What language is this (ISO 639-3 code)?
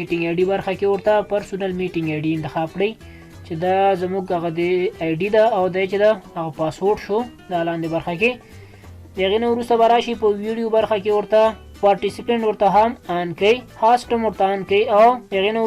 pus